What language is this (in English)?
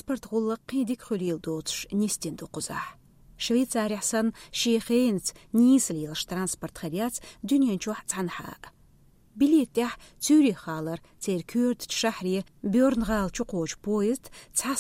Chechen